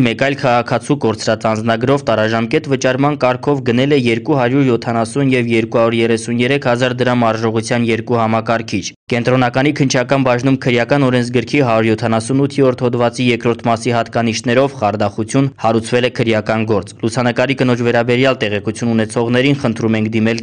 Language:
Armenian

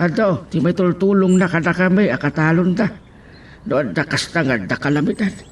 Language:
Iloko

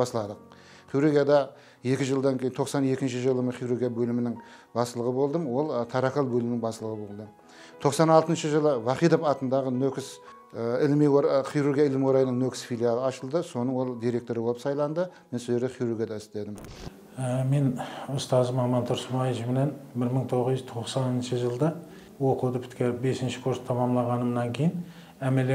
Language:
Kara-Kalpak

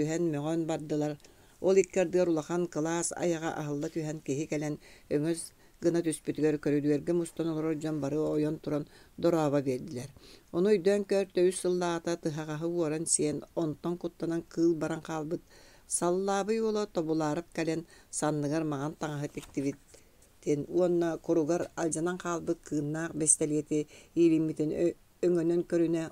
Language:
Yakut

